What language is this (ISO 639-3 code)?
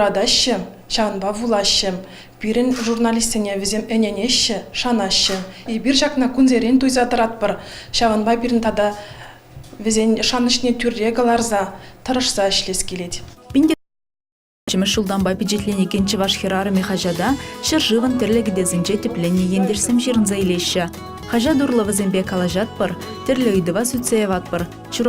chv